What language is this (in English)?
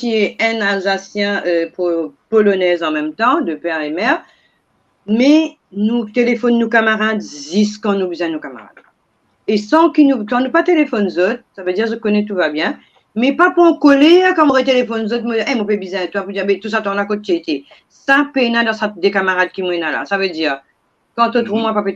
Morisyen